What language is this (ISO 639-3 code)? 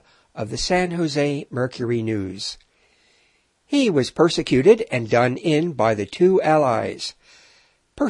eng